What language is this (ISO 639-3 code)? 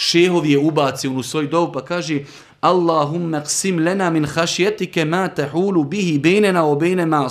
bos